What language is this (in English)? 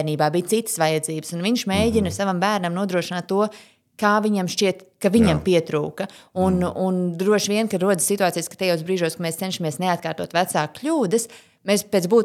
Latvian